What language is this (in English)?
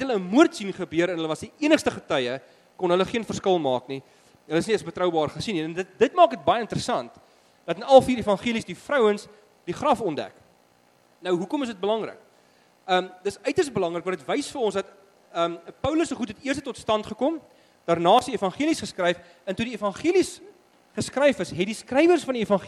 Afrikaans